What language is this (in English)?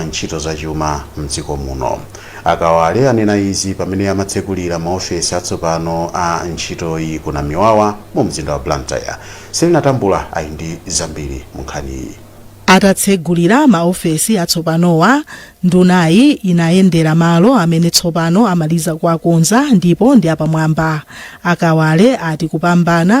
Nyanja